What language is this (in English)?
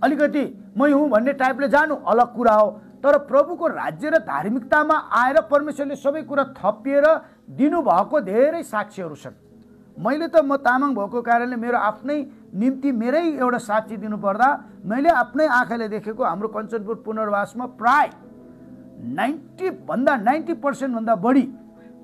Nepali